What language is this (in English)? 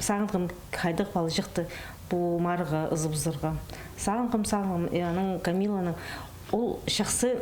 Khakas